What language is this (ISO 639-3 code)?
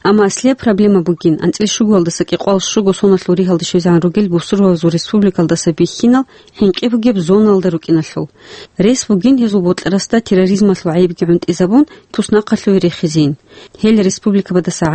ava